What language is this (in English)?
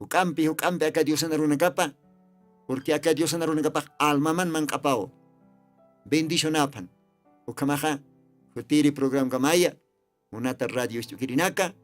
Aymara